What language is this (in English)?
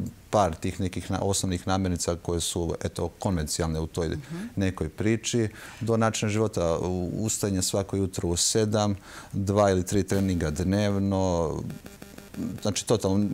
Serbian